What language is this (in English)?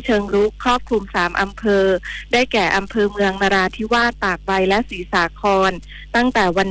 Thai